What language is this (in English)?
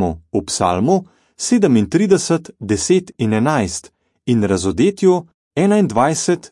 Slovenian